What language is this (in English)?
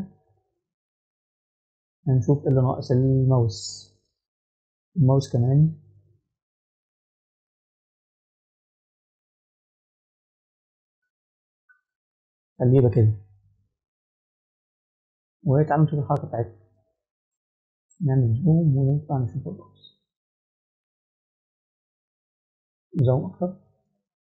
Egyptian Arabic